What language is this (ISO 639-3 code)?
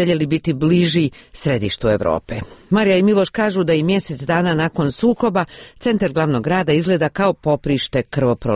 hrv